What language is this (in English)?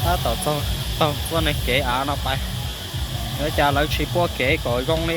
Hmong